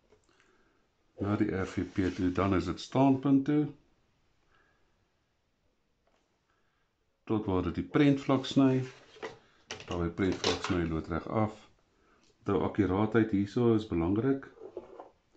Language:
Afrikaans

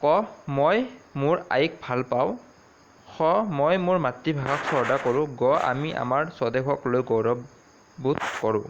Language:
Assamese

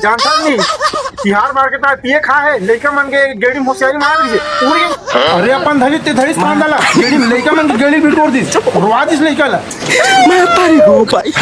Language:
Chhattisgarhi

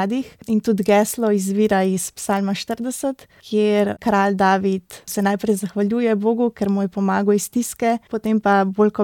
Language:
Slovenian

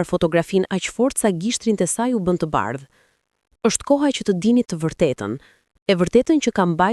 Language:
Albanian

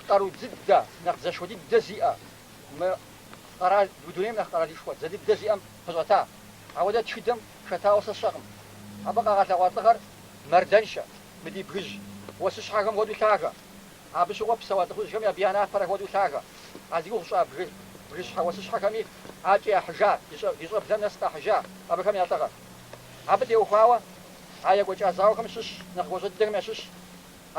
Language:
Kabardian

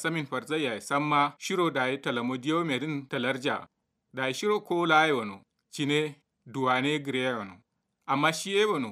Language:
Kanuri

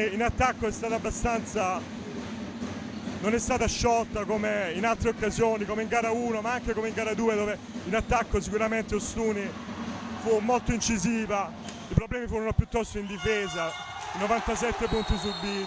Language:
Italian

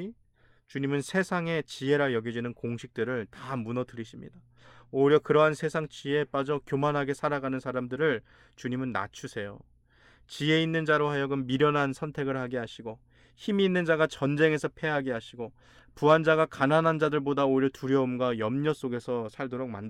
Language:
Korean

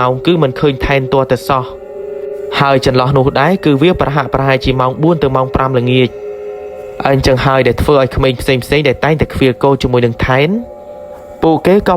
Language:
Khmer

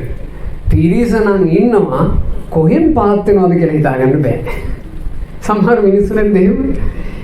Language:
Sinhala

